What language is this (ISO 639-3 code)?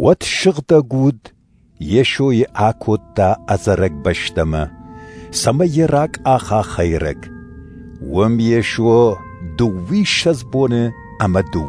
oss